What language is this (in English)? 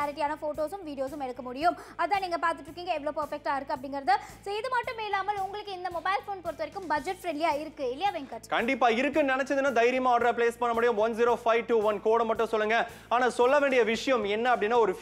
Tamil